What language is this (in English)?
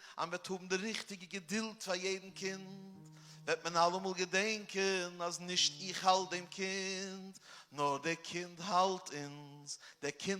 Yiddish